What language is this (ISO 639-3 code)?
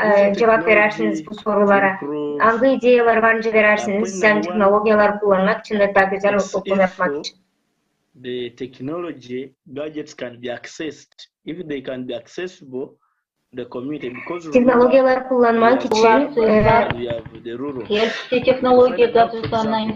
gag